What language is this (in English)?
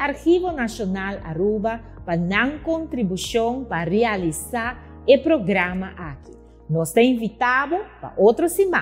Papiamento